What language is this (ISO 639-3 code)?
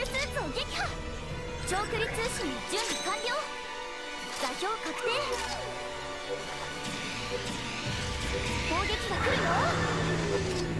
jpn